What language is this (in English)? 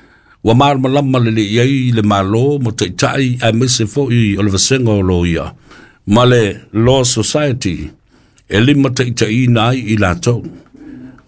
Samoan